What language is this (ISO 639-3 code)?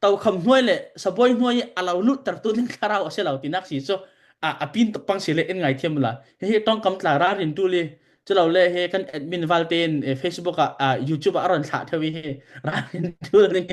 cfm